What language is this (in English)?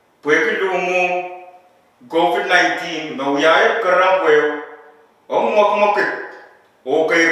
Pohnpeian